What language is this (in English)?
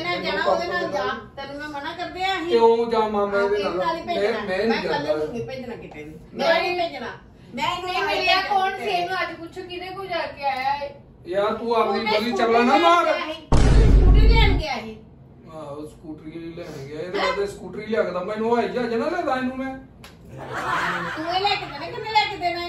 Punjabi